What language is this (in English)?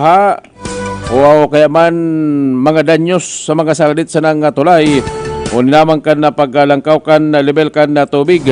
Bikol